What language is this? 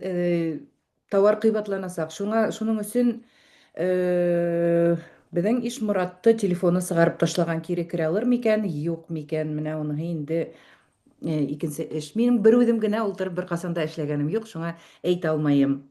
Bashkir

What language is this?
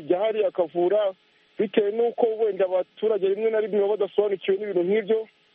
Kinyarwanda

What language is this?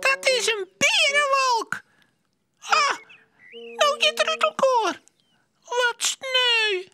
Western Frisian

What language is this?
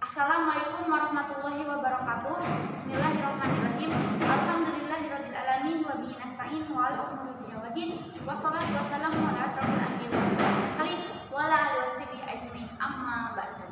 Sundanese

